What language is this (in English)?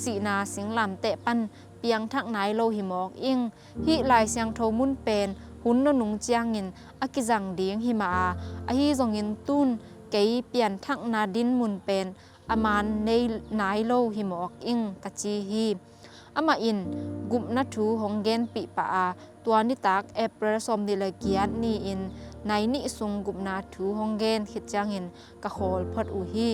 Tedim Chin